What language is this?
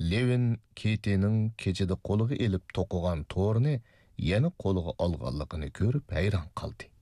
Uyghur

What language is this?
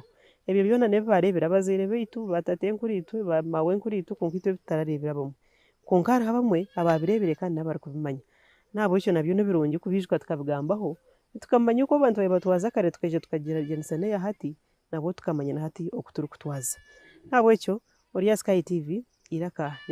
Nyankole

